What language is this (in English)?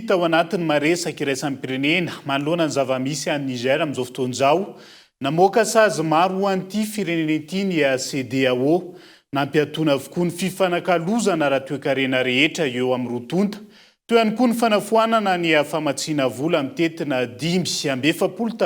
Malagasy